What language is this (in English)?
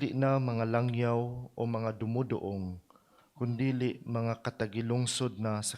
Cebuano